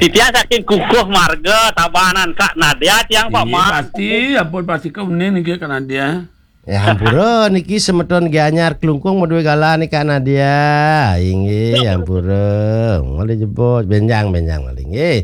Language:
Balinese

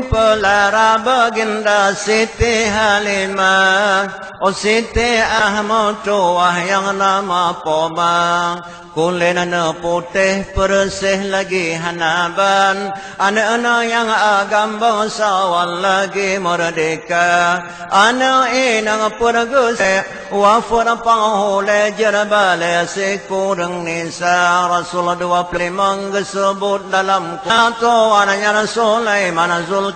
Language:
Achinese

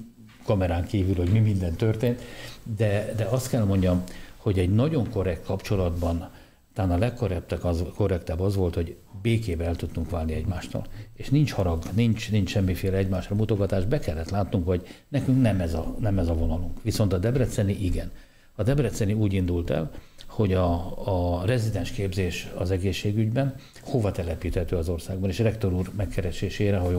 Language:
Hungarian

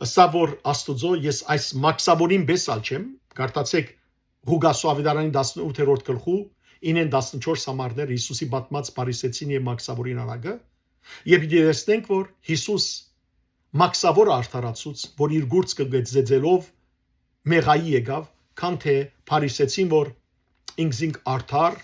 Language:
Western Armenian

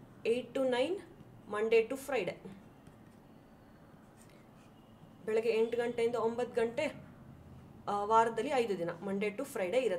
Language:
Kannada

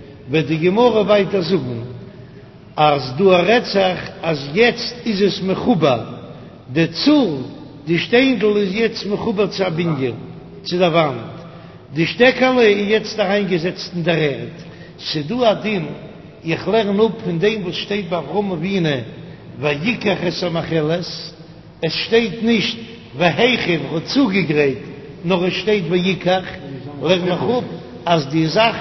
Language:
Yiddish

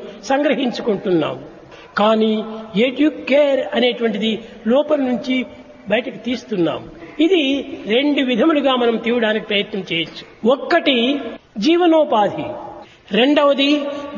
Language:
Telugu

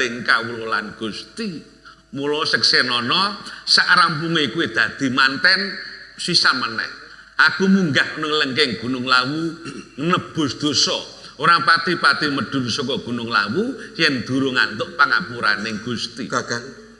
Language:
Javanese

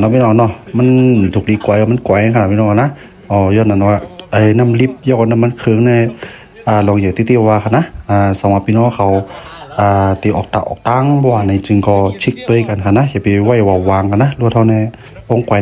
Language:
Shan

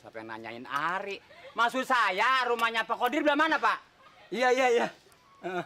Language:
Betawi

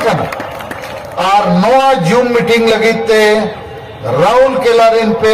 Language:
Santali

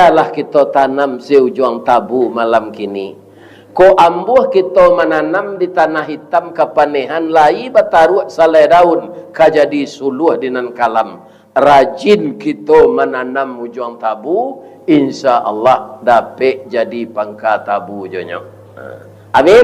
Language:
Minangkabau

